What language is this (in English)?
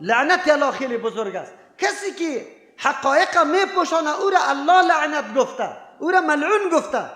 Persian